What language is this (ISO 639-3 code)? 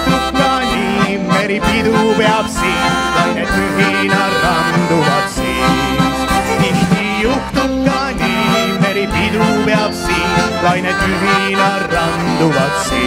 est